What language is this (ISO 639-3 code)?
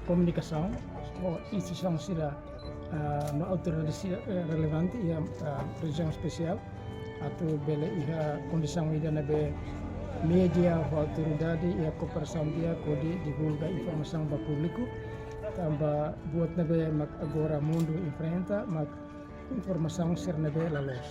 tet